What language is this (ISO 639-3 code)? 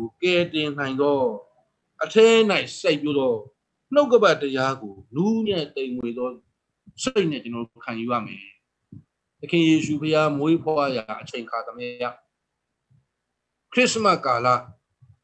mya